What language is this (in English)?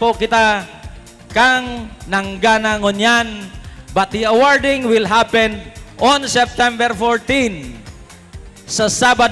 Bikol